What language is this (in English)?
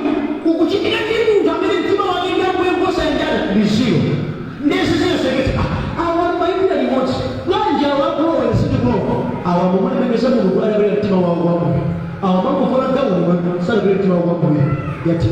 Nyanja